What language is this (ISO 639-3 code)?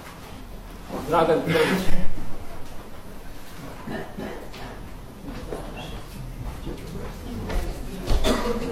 bos